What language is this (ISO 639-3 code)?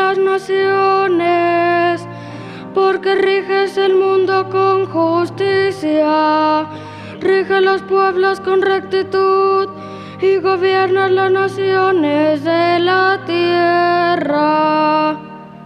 spa